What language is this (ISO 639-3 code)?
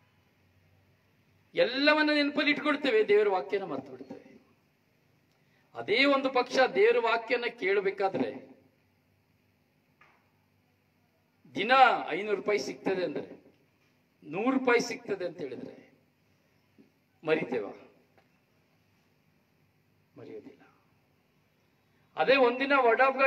kan